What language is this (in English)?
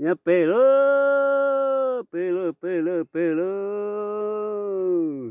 Hmong